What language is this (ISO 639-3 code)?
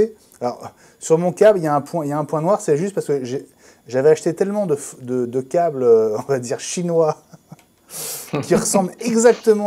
fra